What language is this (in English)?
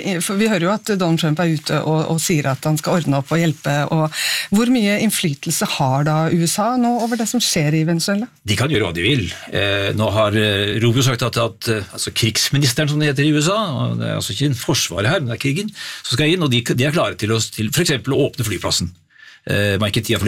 Norwegian